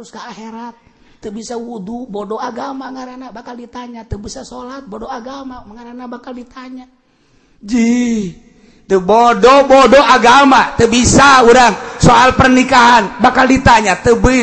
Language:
Sundanese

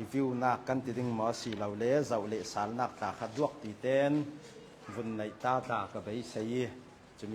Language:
Hakha Chin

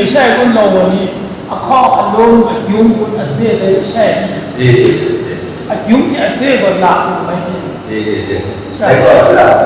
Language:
Kachin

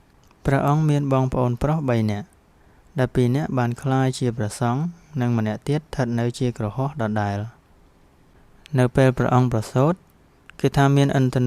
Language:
Khmer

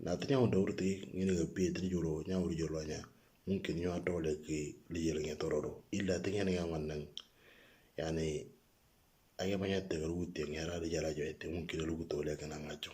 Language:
Moro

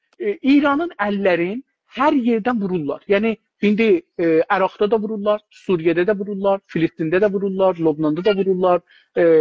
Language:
South Azerbaijani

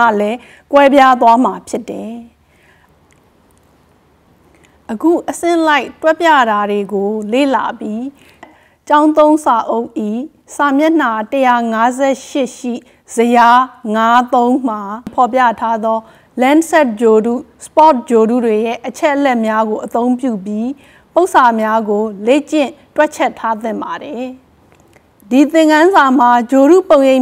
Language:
Burmese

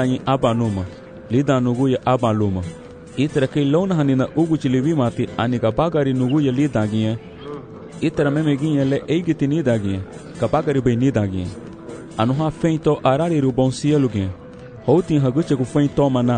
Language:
Garifuna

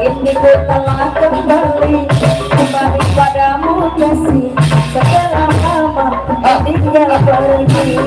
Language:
Betawi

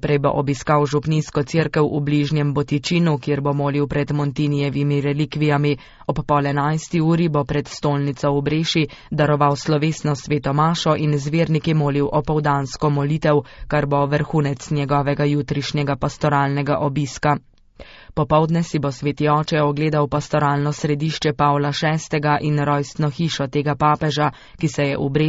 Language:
Slovenian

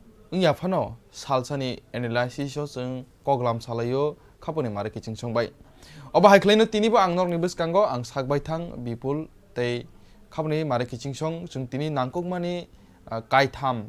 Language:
Kok Borok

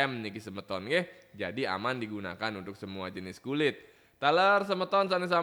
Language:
Balinese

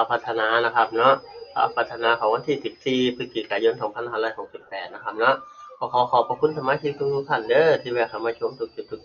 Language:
Northeastern Thai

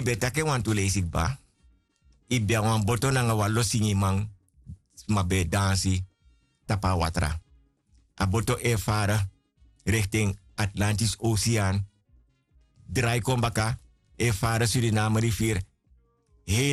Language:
Sranan Tongo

